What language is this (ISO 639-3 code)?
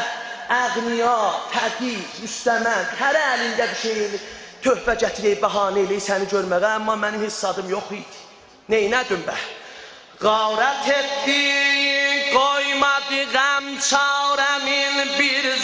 azb